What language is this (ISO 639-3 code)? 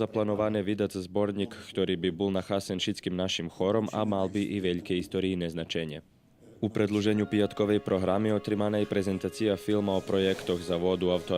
rue